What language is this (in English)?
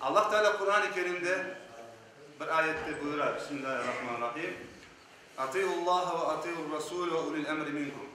Crimean Tatar